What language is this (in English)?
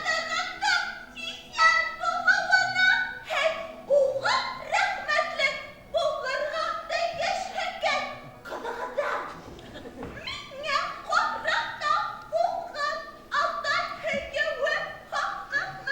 Bashkir